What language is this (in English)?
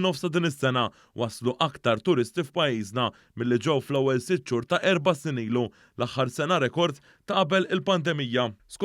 Maltese